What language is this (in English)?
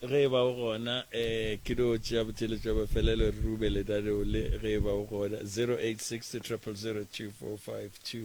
Northern Sotho